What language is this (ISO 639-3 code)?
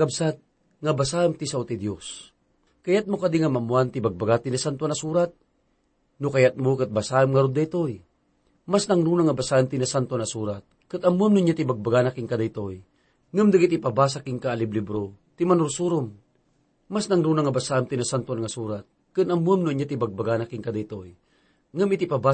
ilo